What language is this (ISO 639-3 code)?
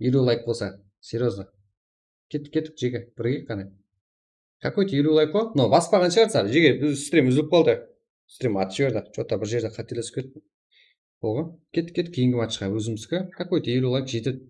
kaa